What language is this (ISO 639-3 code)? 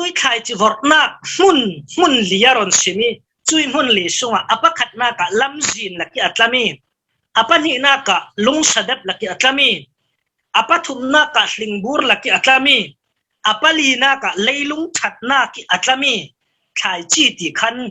cfm